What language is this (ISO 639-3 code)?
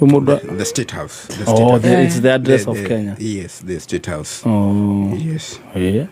kik